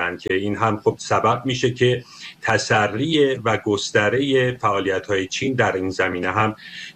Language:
Persian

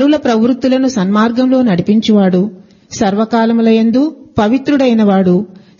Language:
Telugu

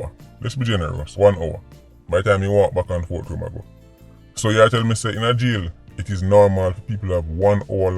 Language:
Jamaican Creole English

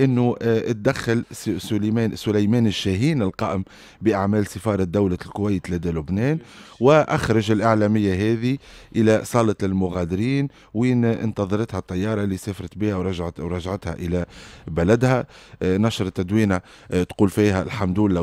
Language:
Tunisian Arabic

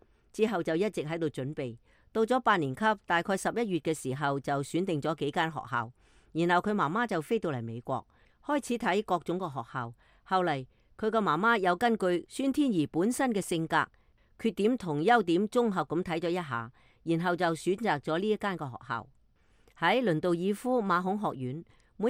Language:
Cantonese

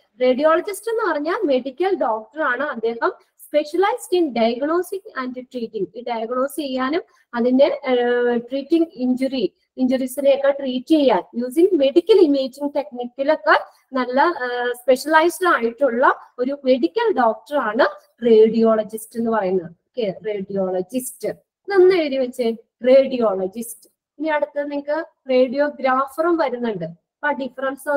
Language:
Malayalam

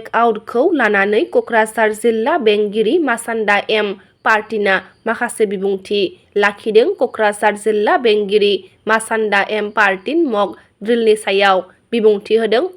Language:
Bodo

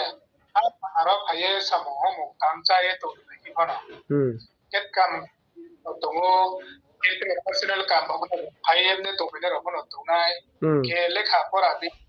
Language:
Riang (India)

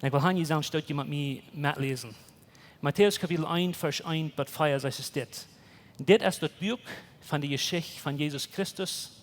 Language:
Plautdietsch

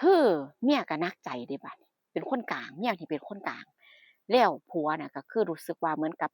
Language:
Northeastern Thai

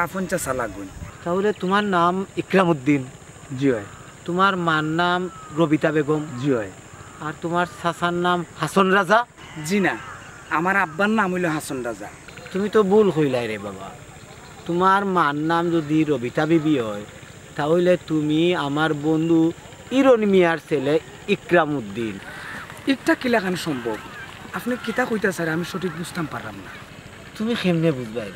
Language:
Sylheti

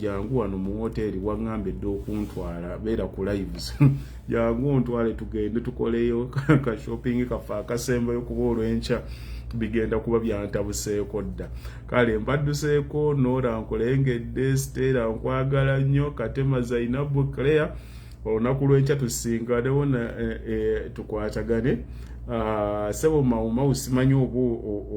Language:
Ganda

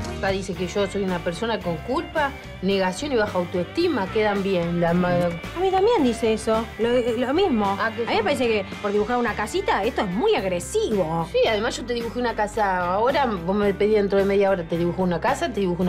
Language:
Spanish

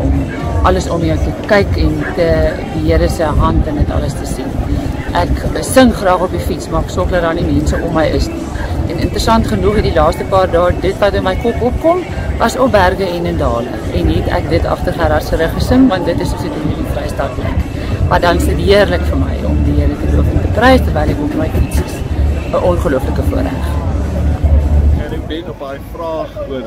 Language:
Afrikaans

